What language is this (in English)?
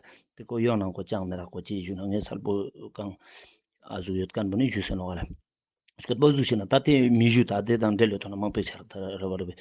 Ladakhi